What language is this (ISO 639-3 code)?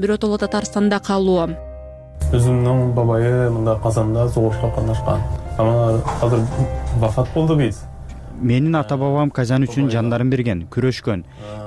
kir